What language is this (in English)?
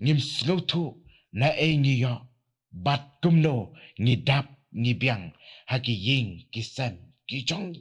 Khasi